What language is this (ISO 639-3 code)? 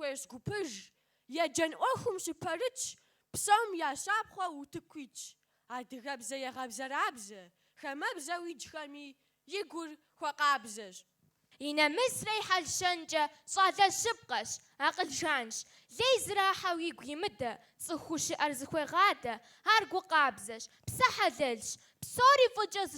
kbd